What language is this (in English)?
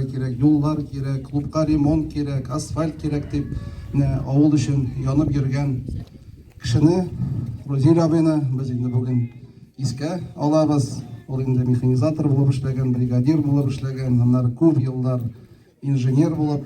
Tatar